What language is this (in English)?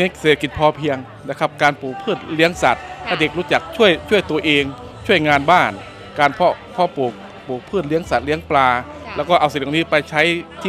Thai